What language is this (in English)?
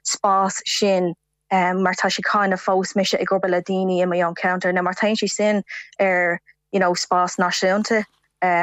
Irish